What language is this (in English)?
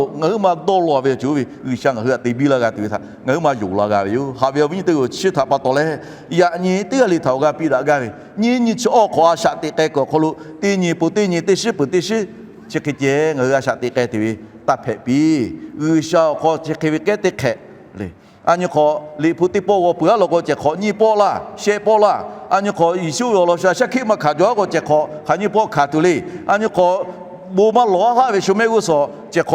Lahu